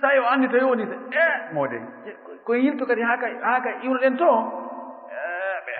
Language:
Fula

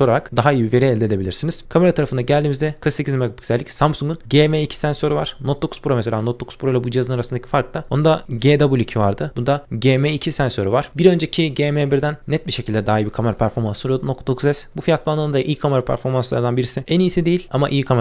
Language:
Turkish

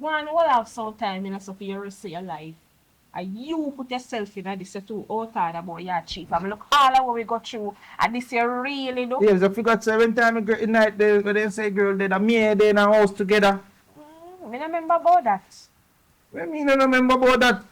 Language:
Jamaican Creole English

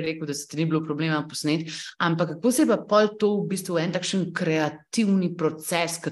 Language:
Slovenian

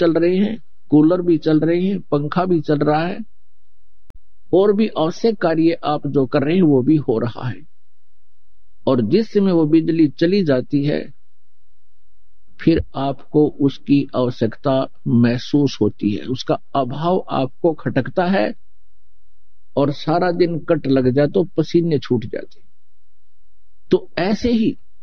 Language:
Hindi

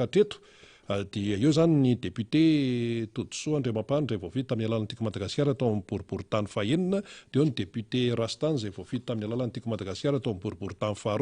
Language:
Malagasy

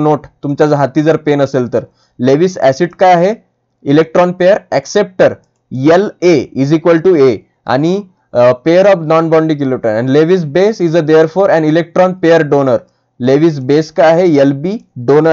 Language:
Marathi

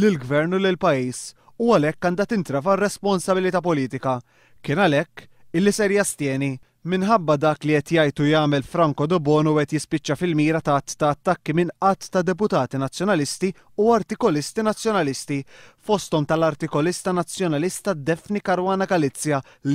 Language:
Maltese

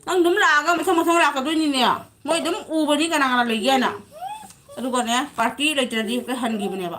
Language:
Manipuri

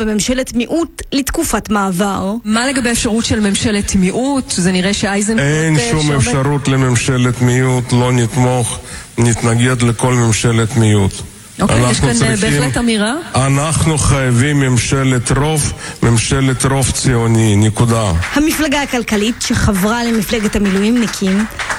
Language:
Hebrew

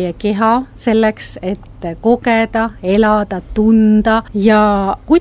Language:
Estonian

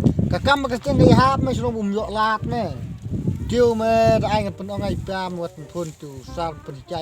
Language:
Khasi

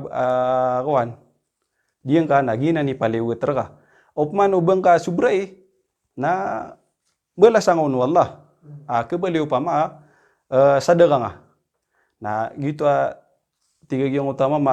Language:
Maranao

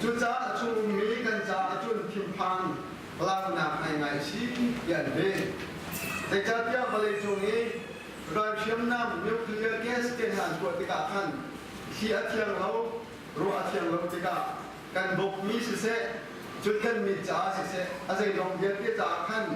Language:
Hakha Chin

